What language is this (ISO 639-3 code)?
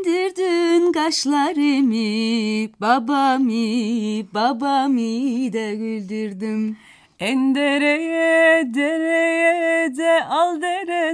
tur